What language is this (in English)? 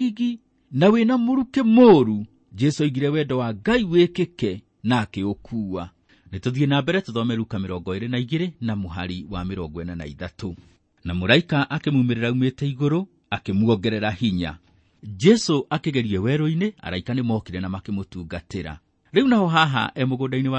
Kikuyu